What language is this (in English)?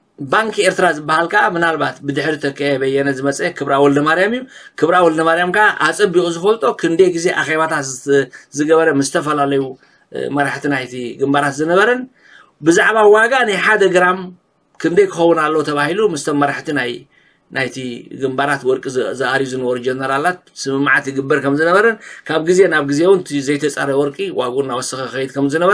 Tigrinya